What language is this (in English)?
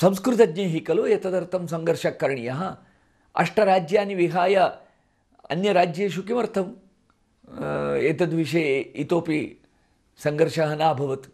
Sanskrit